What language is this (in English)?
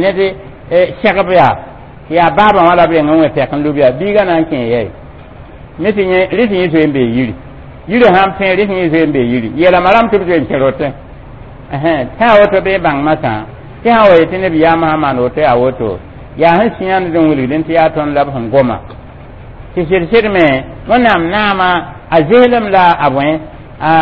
Mossi